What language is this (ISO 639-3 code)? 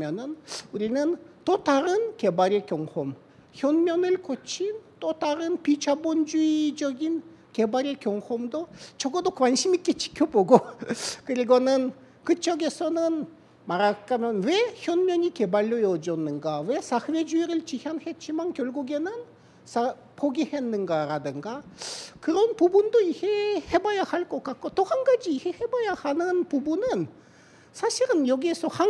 kor